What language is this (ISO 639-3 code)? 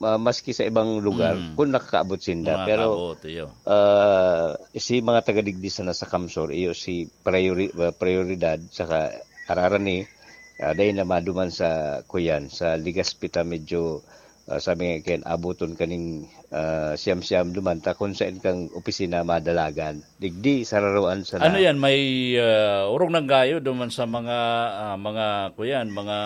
bik